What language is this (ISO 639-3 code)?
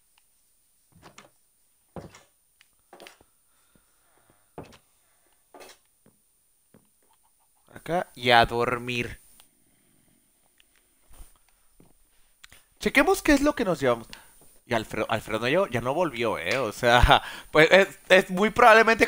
spa